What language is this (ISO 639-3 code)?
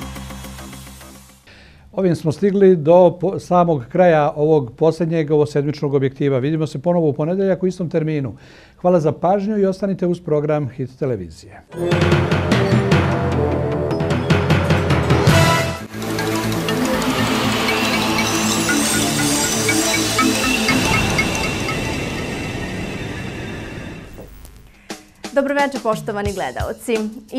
bos